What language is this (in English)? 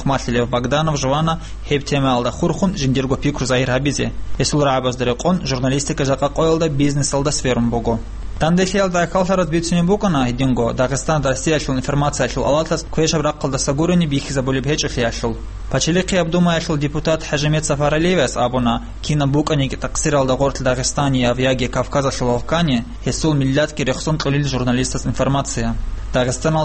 Avaric